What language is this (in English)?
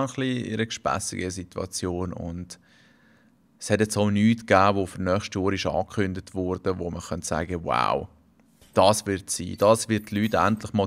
Swiss German